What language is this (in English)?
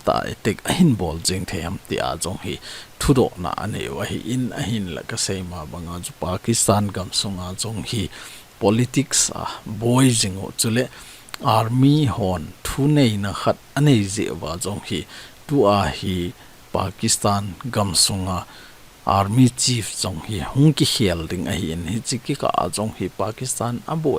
Thado Chin